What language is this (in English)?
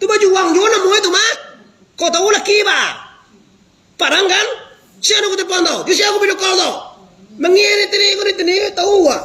Minangkabau